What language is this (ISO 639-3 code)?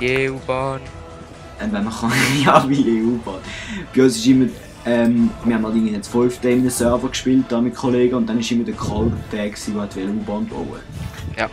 gsw